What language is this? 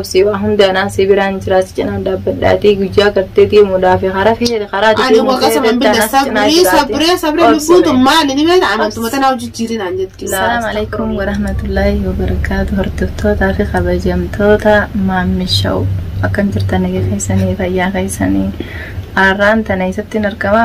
Oromo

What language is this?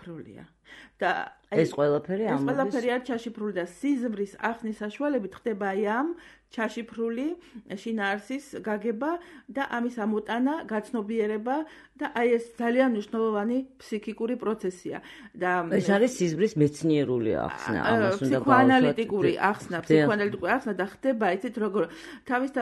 Georgian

